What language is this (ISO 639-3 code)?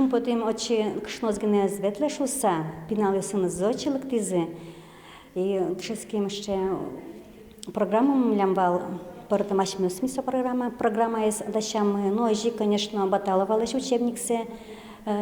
udm